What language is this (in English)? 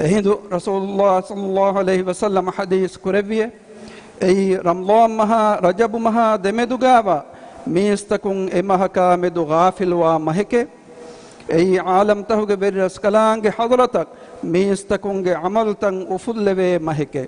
Divehi